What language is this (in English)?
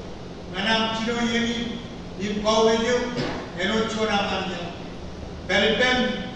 Marshallese